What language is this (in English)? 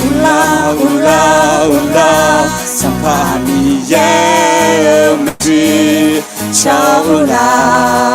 Akha